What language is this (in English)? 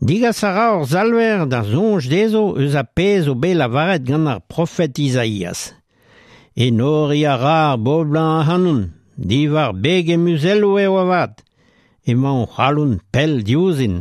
Breton